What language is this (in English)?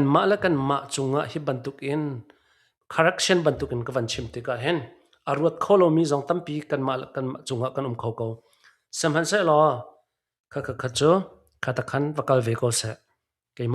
Hakha Chin